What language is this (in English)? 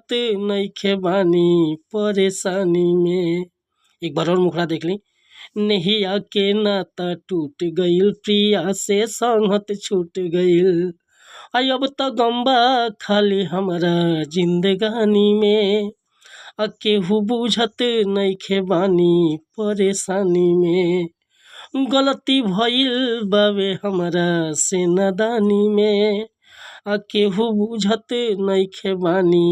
Bhojpuri